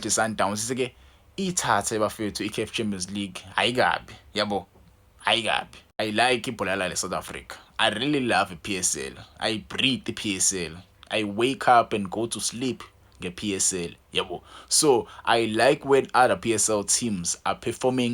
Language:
Zulu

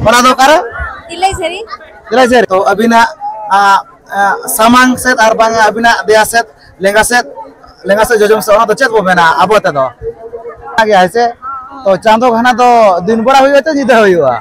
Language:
Santali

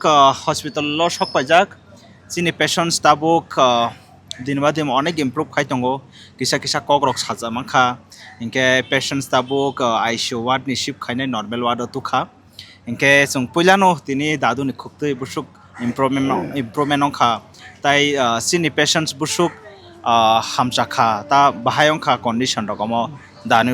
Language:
Kok Borok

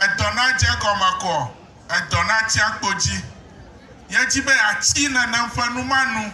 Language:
Ewe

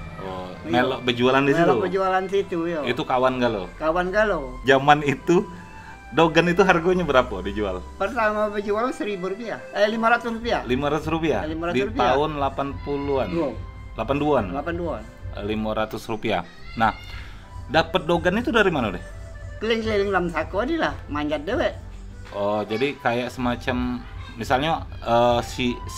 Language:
Musi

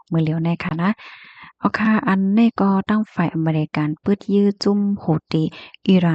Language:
Shan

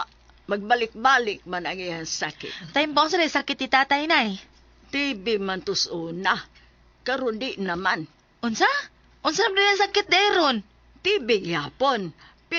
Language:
Cebuano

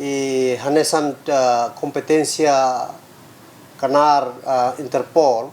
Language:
Tetum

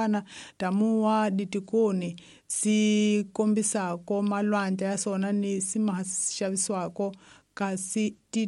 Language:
Tsonga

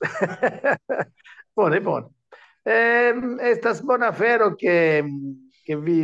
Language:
Esperanto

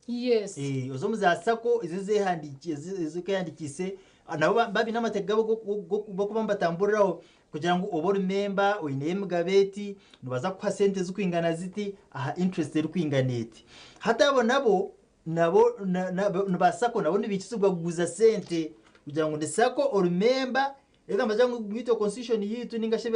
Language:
Nyankole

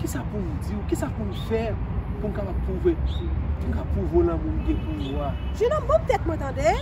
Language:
Haitian Creole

